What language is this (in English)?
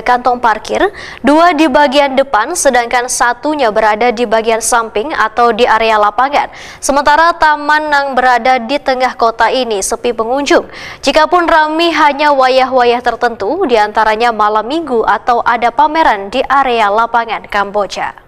Banjar